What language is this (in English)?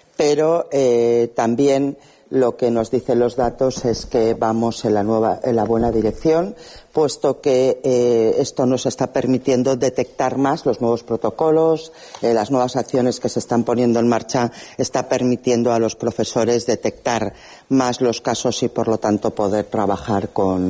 Spanish